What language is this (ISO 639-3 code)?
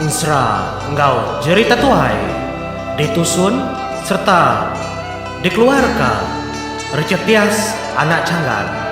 iba